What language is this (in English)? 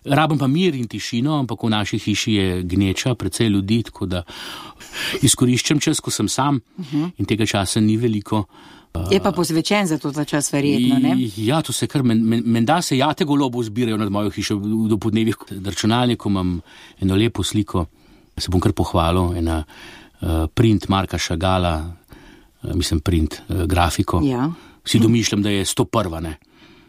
Slovenian